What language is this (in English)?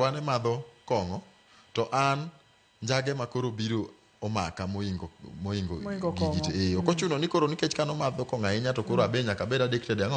Luo (Kenya and Tanzania)